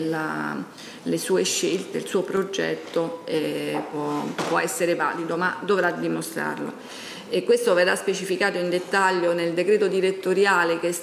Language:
Italian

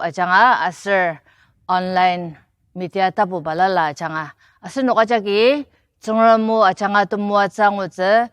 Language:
Ao Naga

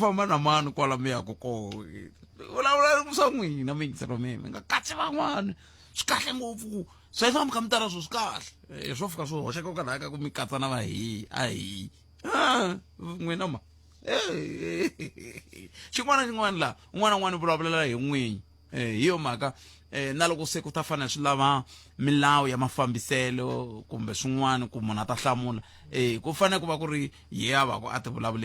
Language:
Tsonga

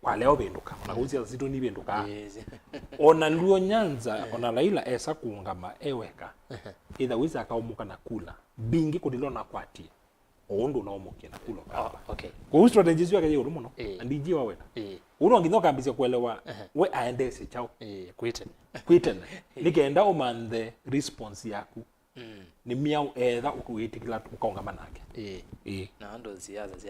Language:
Kamba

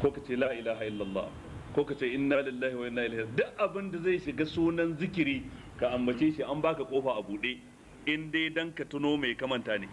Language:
Hausa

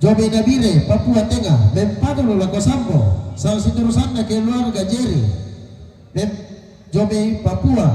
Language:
Toraja-Sa'dan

